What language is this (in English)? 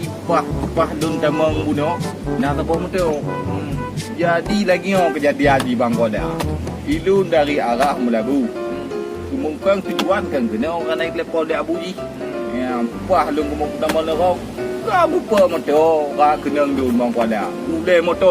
Achinese